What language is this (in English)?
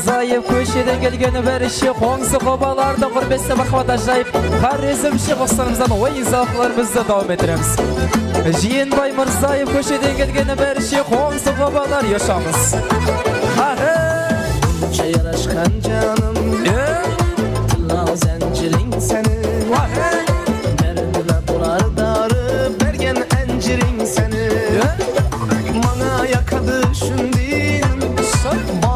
Kara-Kalpak